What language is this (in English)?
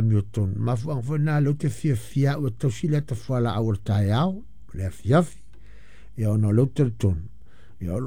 Samoan